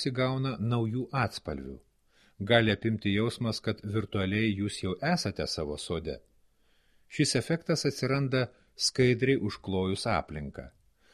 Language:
Lithuanian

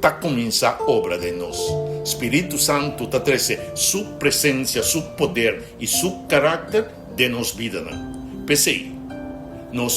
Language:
Papiamento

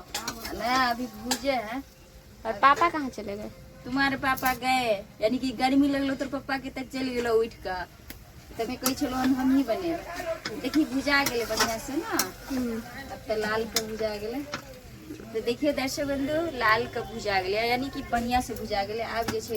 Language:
Maithili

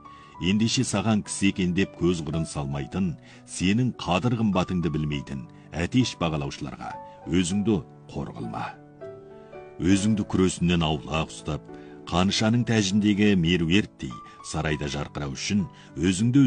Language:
Kazakh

